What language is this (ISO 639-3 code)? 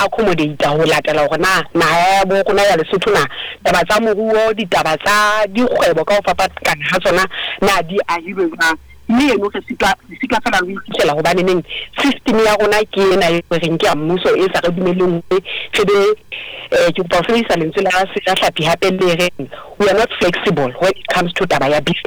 sot